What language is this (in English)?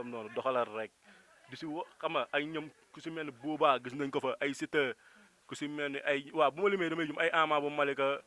Wolof